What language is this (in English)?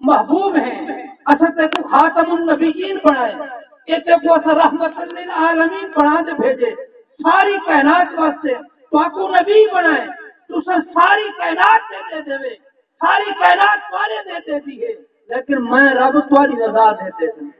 Saraiki